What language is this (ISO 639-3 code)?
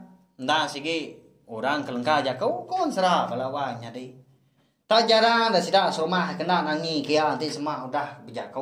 iba